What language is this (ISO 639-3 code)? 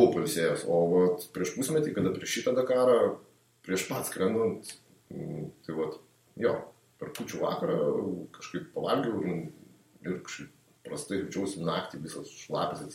lit